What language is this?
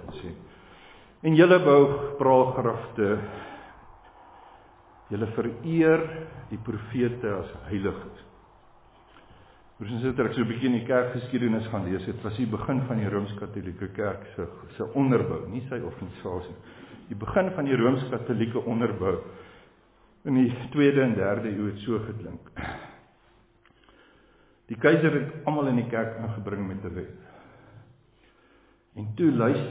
Afrikaans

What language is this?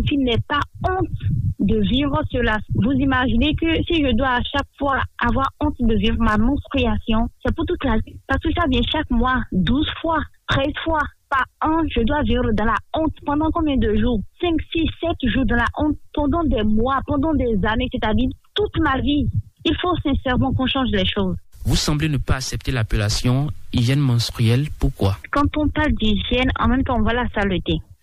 French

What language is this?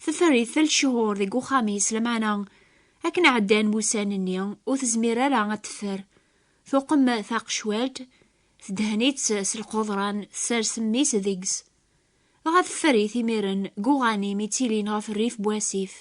Kabyle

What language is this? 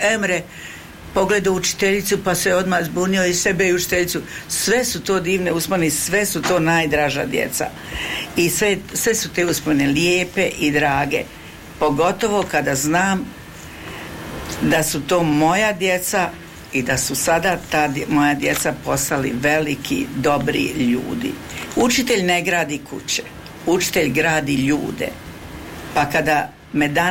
Bosnian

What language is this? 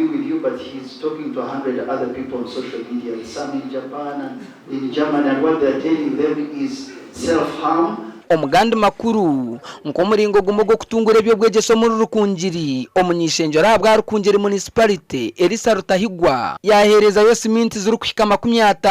Nyankole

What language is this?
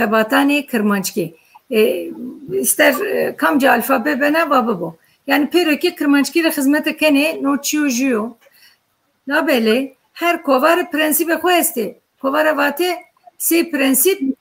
Zaza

